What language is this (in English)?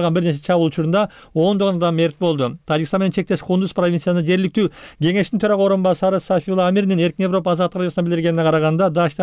Kyrgyz